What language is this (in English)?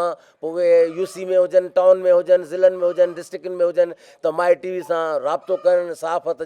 Sindhi